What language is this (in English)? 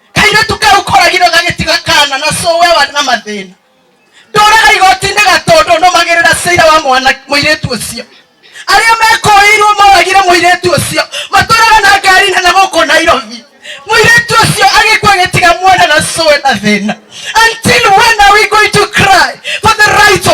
Kikuyu